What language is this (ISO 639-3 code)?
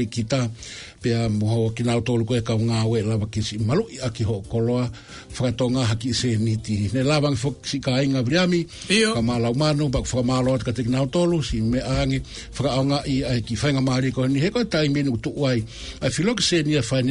ton